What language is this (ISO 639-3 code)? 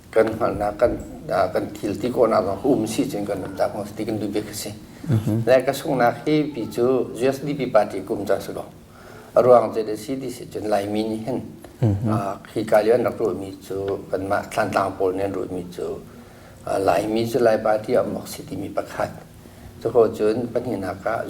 cnh